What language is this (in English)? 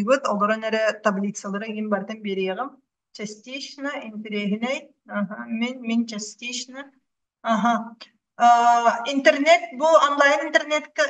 Yakut